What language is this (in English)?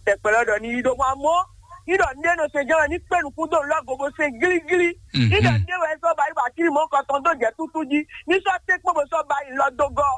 Fon